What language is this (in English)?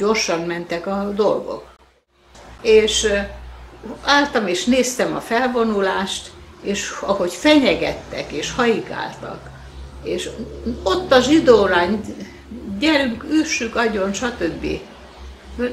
Hungarian